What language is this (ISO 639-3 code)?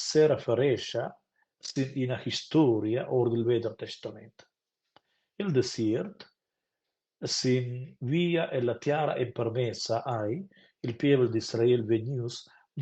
roh